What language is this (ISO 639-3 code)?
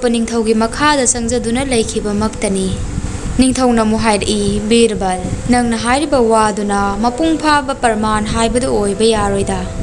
mni